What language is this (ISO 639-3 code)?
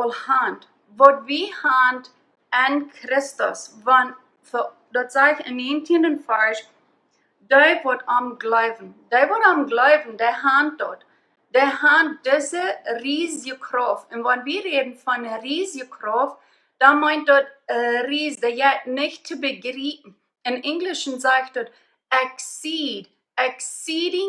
pdt